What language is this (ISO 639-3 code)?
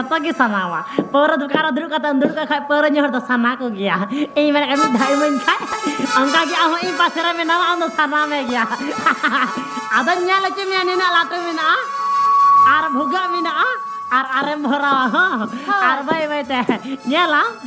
sat